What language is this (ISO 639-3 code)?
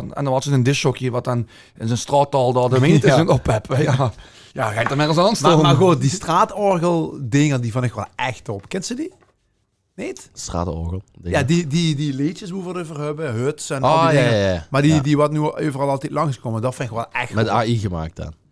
lim